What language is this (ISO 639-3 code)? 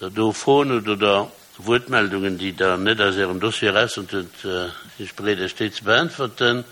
ltz